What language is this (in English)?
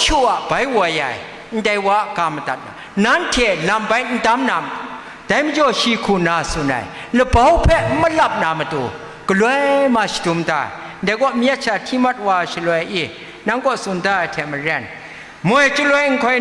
Kachin